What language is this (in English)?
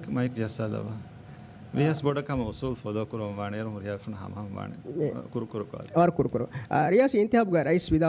Divehi